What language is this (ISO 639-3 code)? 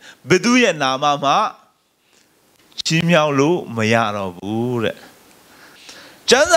mya